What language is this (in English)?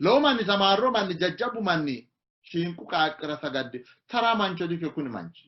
Sidamo